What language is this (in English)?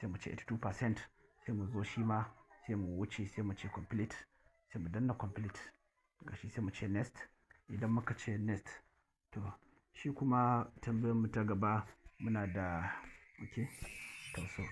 Hausa